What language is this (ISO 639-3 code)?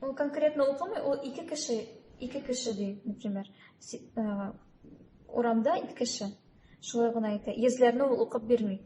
tat